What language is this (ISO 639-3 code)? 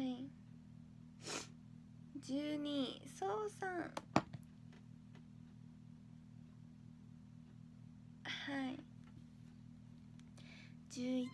jpn